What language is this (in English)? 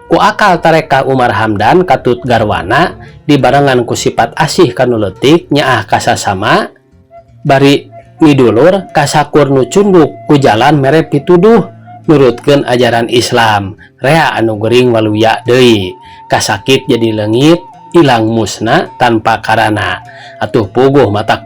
Sundanese